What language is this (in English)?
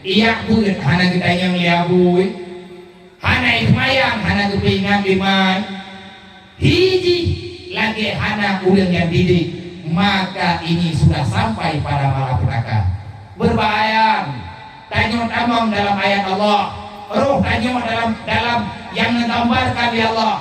Achinese